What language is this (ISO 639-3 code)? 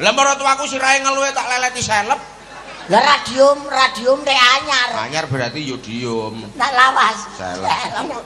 jav